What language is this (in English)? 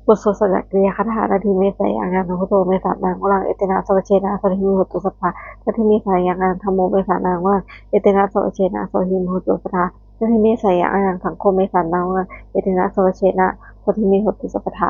Pali